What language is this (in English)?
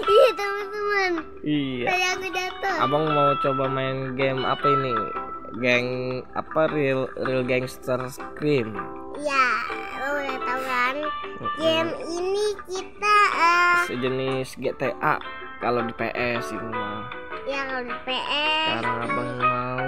Betawi